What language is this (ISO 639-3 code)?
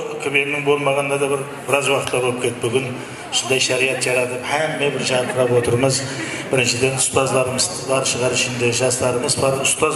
kaa